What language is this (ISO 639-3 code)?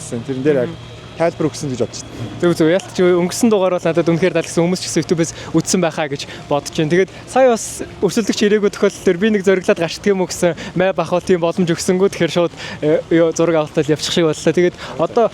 mon